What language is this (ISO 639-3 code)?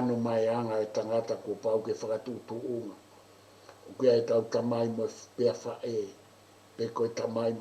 ton